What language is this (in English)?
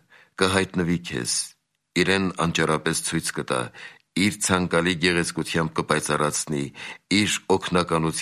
Armenian